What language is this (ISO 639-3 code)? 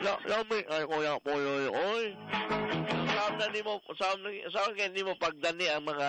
ceb